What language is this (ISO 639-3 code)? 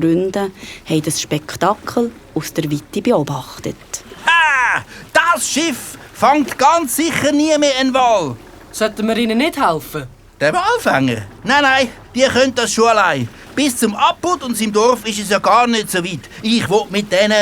gsw